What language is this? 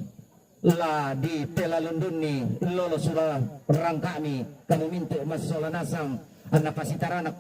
Toraja-Sa'dan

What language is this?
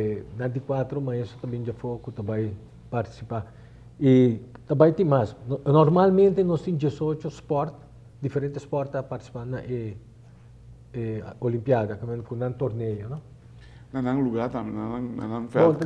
Papiamento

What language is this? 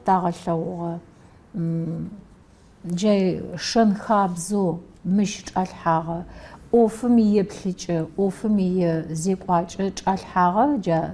Adyghe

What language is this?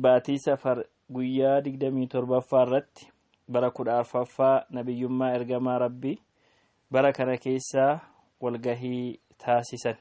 Oromo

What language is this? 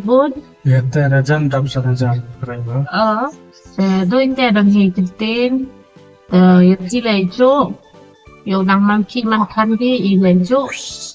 Khasi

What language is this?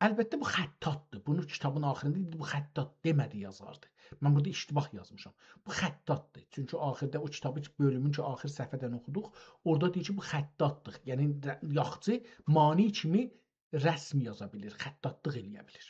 South Azerbaijani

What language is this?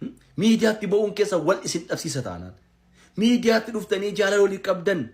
Oromo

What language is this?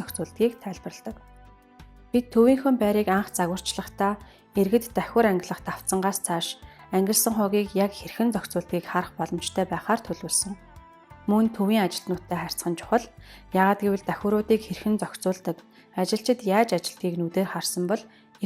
Mongolian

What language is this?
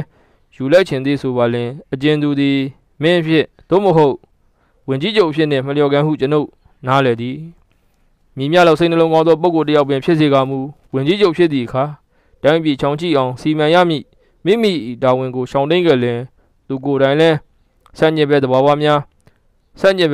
Burmese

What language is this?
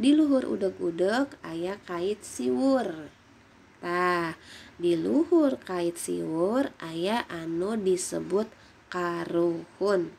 Sundanese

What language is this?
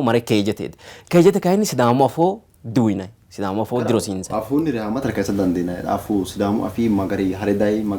Sidamo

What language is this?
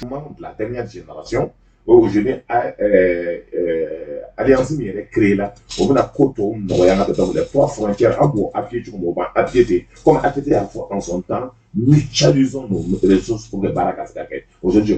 Bambara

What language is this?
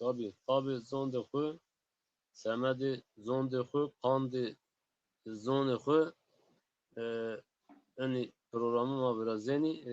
Zaza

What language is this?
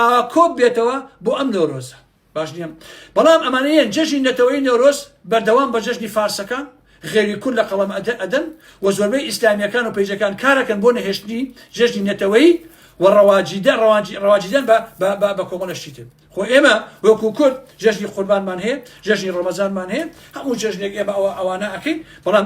Central Kurdish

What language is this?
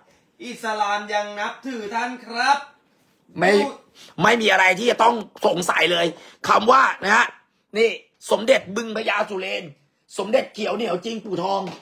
Thai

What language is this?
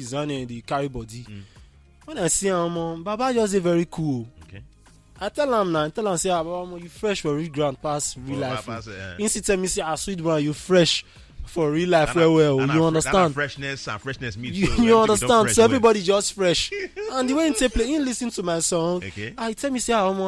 Nigerian Pidgin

